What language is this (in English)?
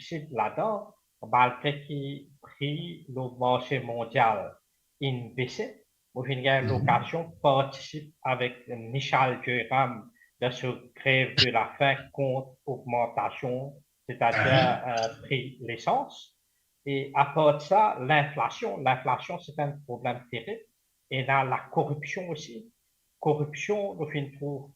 Morisyen